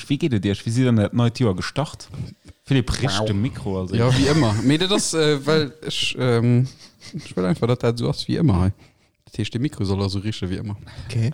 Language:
Luxembourgish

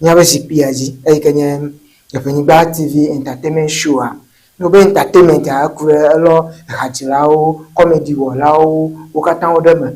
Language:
Ewe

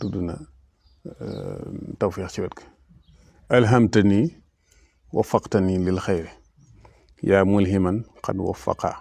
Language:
Wolof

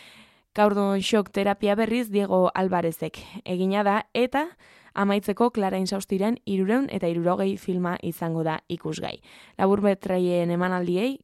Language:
Basque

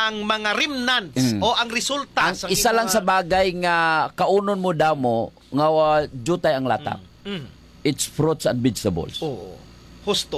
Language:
Hiligaynon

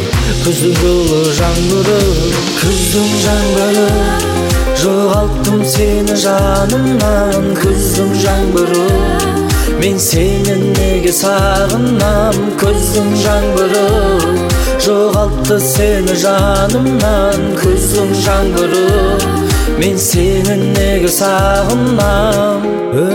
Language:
Kazakh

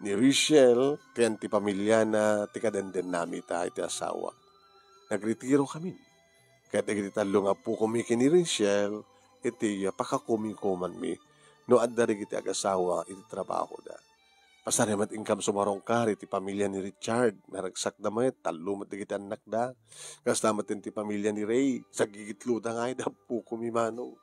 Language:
Iloko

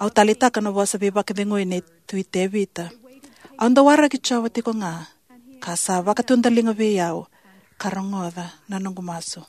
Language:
Fijian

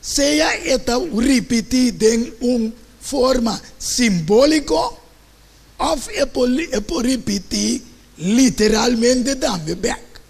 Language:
Papiamento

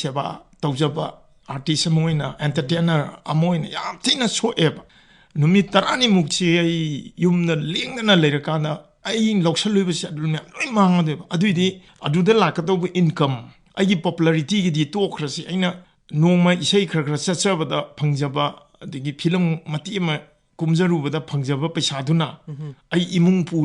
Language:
Manipuri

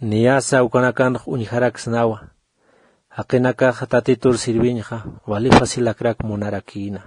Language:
Aymara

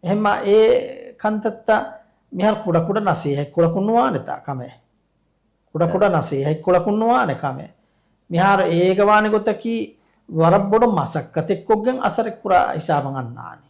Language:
Divehi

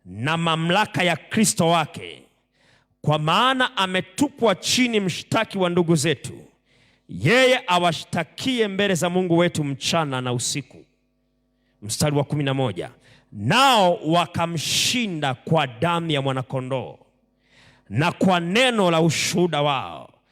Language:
Swahili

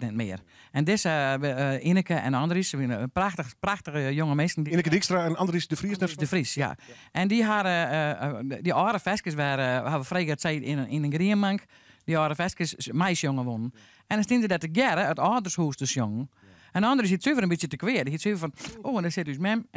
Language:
Western Frisian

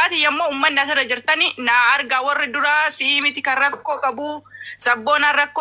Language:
Oromo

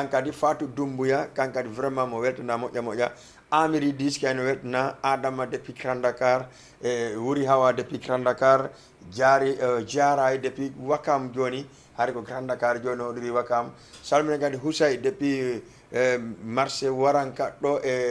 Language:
Fula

